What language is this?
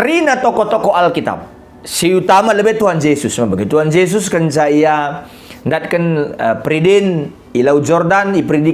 Batak Karo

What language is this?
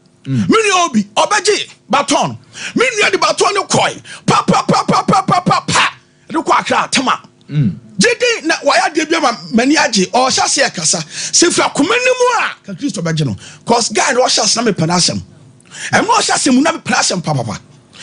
Akan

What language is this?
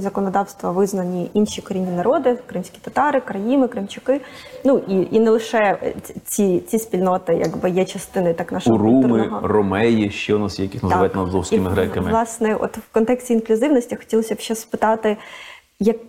Ukrainian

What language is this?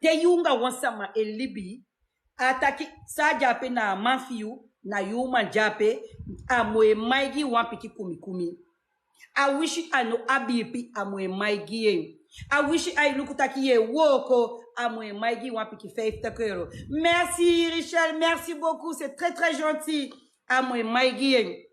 Sranan Tongo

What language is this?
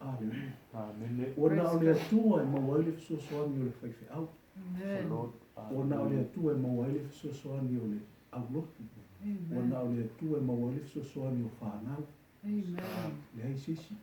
Samoan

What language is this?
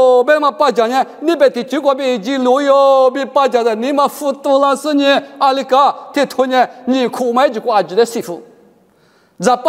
Lisu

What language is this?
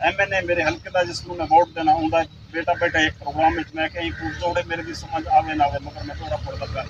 Saraiki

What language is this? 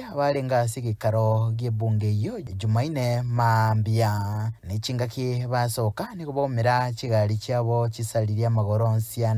Gusii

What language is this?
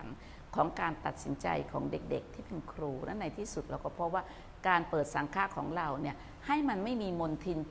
Thai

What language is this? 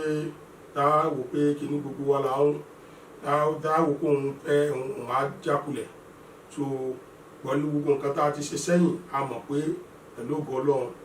Yoruba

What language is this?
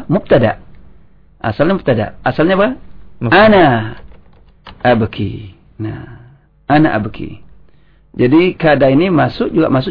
Indonesian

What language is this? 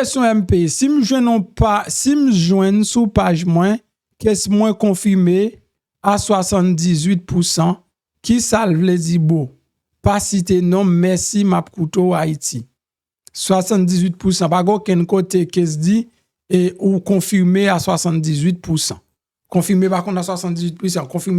Haitian Creole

